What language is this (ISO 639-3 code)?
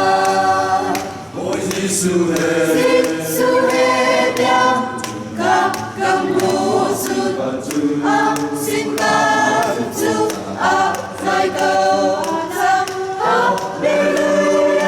cfm